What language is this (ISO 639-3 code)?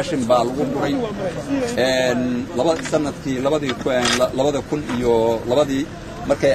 som